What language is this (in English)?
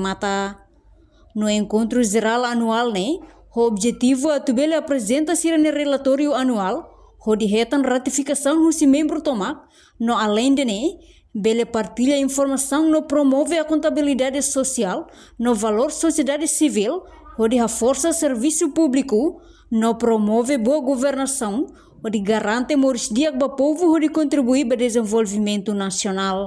Tetum